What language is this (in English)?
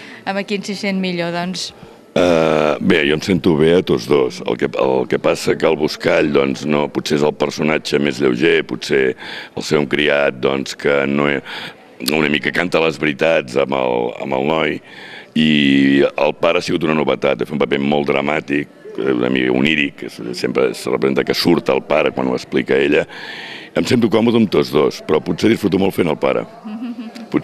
Catalan